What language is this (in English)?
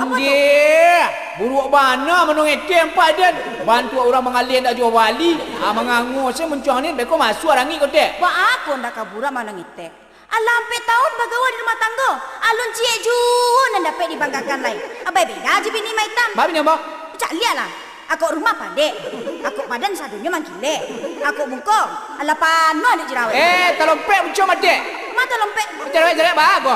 Minangkabau